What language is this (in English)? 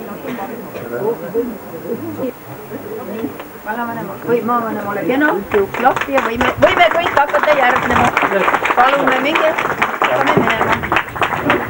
Estonian